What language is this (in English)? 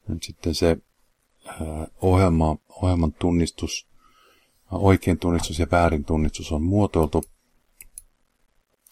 Finnish